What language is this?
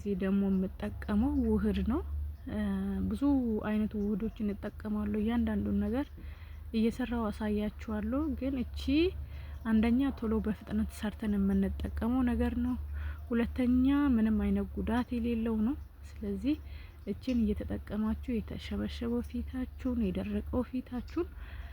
Amharic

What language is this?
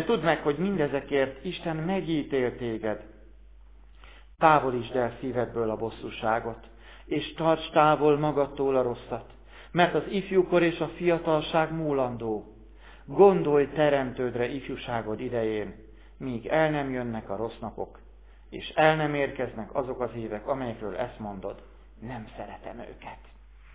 Hungarian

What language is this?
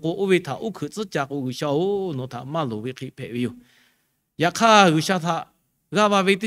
Lahu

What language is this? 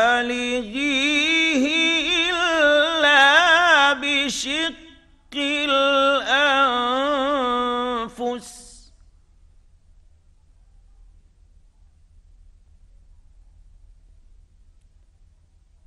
Arabic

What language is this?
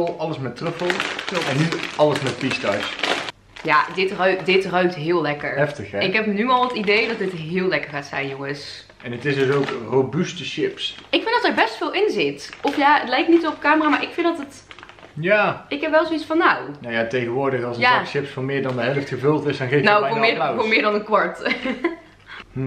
Dutch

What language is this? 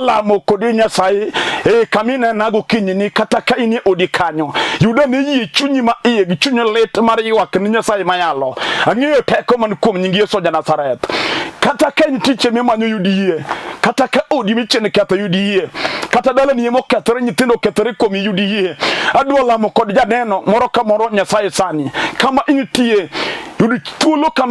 Luo (Kenya and Tanzania)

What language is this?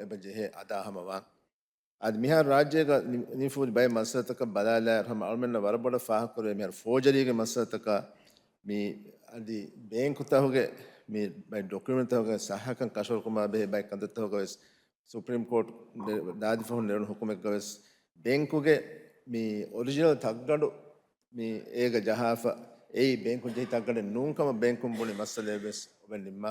Divehi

